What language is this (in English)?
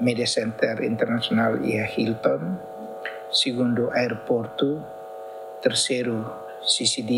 Tetum